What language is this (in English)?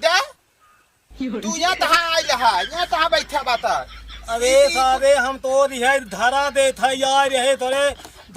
Awadhi